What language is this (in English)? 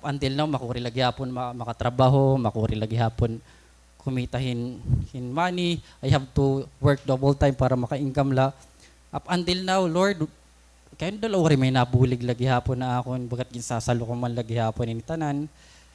Waray